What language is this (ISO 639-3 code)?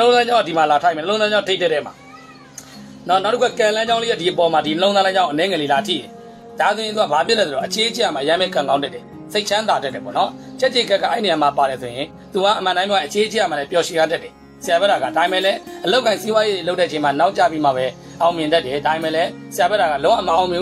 mya